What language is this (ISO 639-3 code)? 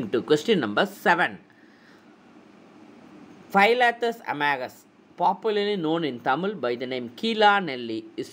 eng